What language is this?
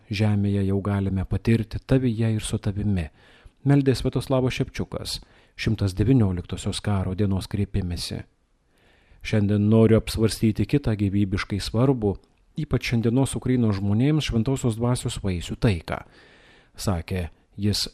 Lithuanian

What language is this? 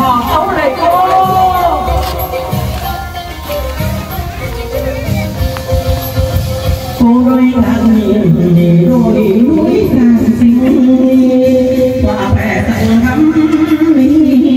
Vietnamese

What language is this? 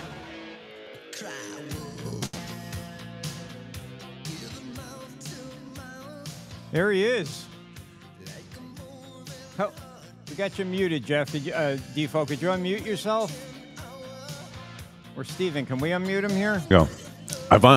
English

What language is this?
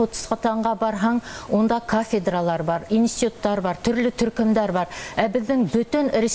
Bashkir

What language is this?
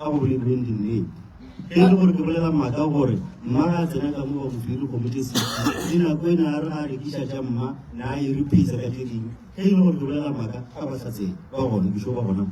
Northern Sotho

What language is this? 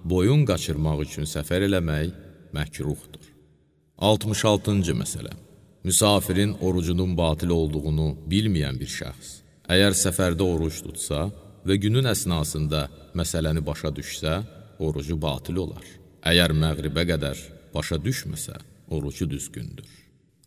Azerbaijani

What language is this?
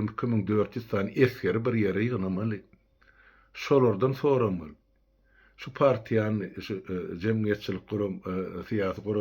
Turkmen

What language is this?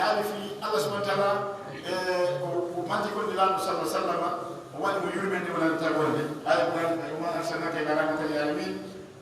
Pular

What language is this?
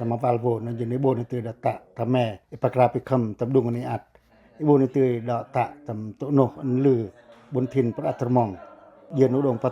Pacoh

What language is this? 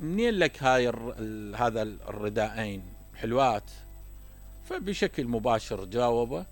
Mesopotamian Arabic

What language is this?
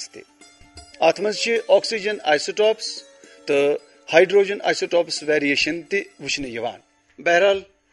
Kashmiri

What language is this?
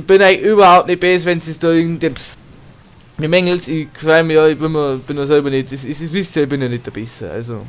Bavarian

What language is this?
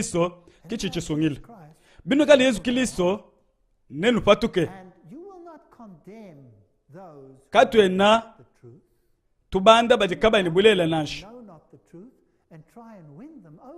Luba-Lulua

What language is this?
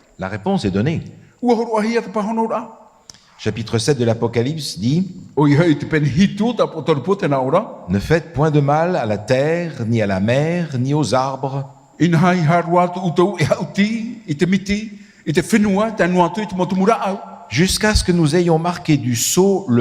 Tahitian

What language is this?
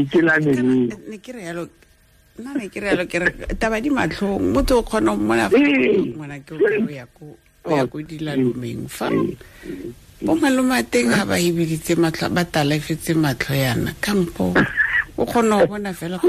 Tswana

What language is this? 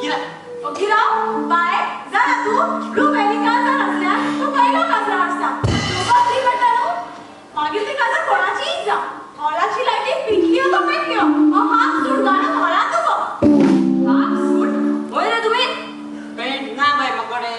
Konkani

